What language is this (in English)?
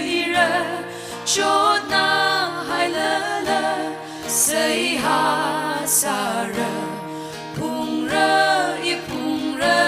Tangkhul Naga (India)